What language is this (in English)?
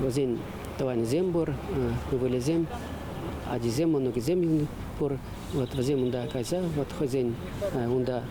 Chuvash